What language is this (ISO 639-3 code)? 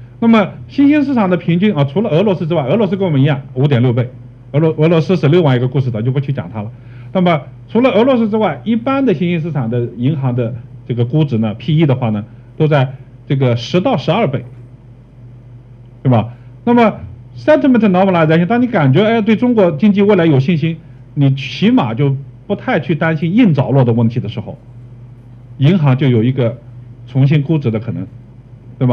zho